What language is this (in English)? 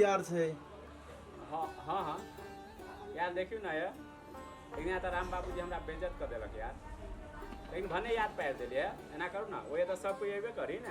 Maithili